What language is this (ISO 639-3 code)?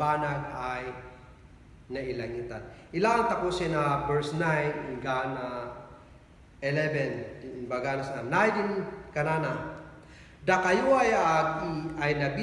kne